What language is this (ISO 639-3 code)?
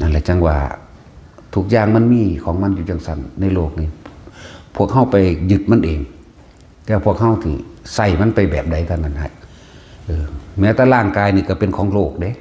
tts